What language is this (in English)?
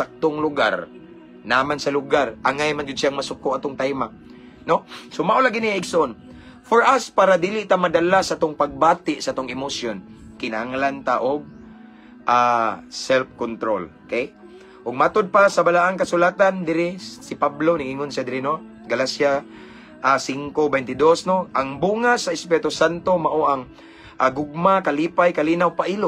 Cebuano